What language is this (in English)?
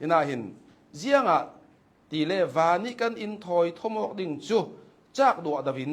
Hakha Chin